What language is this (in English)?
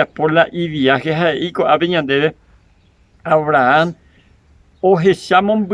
Guarani